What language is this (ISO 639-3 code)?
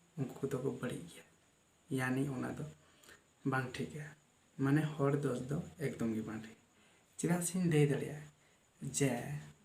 sat